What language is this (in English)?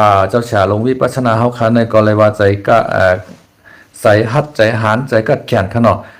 Shan